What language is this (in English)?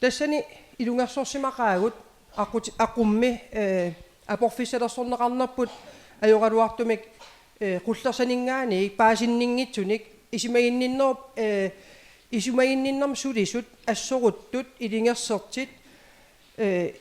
Kalaallisut